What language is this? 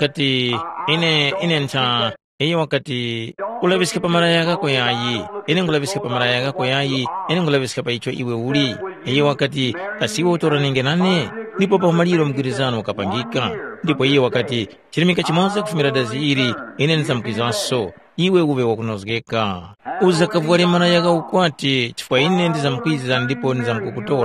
Tumbuka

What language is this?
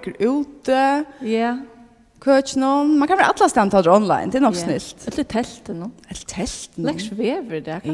Faroese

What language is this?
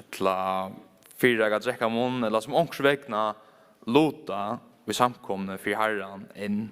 Faroese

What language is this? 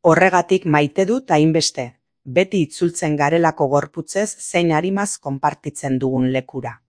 Basque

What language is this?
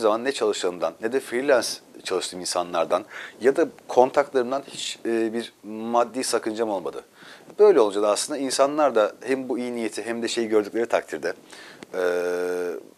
Turkish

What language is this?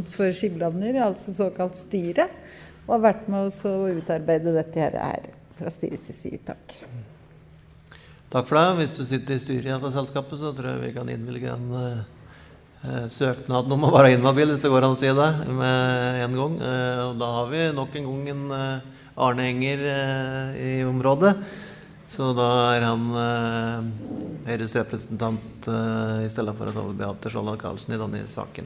Norwegian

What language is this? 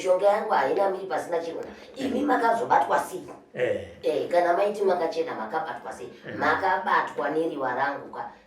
Shona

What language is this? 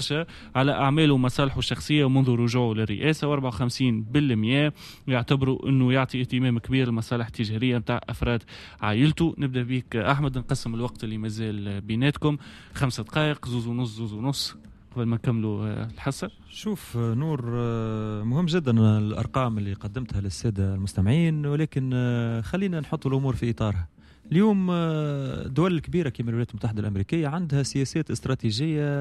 Tunisian Arabic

